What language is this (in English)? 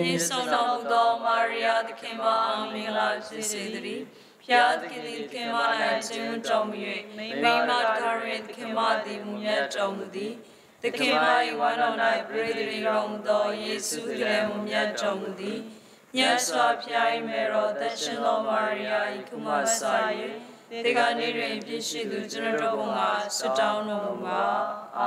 Burmese